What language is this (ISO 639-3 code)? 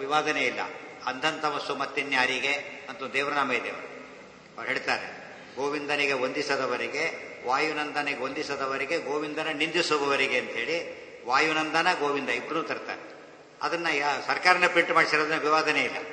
kan